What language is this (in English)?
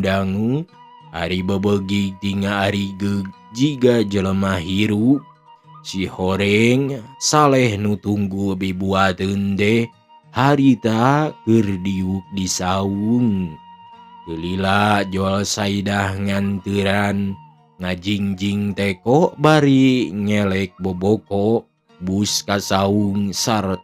Sundanese